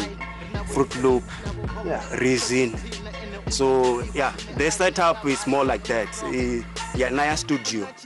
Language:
Venda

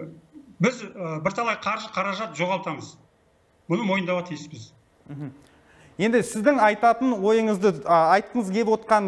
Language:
Kazakh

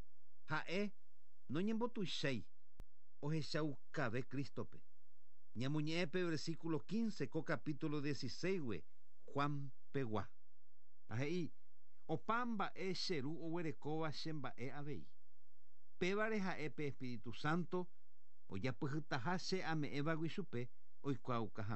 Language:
Guarani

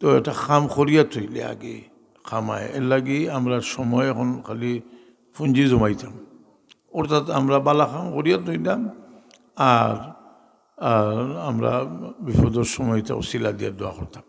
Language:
Sylheti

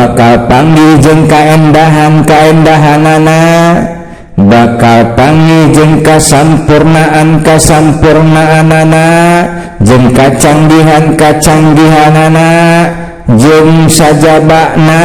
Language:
Sundanese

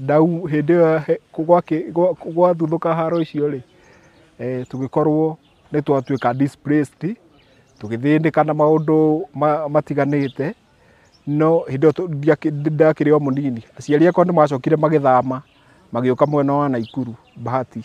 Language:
Kikuyu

